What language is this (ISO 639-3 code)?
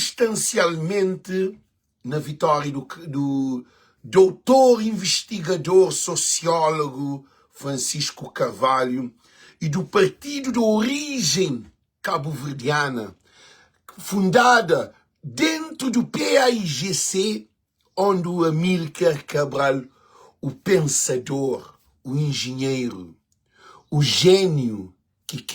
kea